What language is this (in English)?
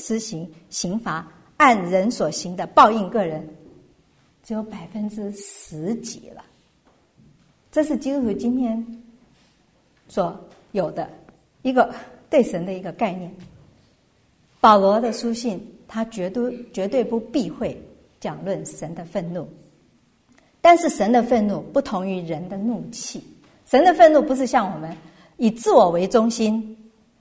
Chinese